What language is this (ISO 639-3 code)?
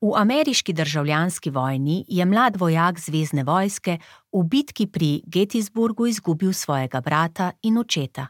slv